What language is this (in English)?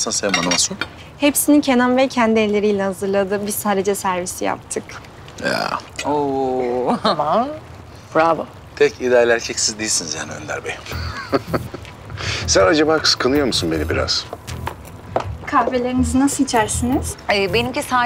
Turkish